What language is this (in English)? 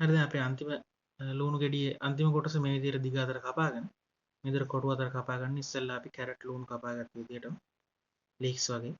Sinhala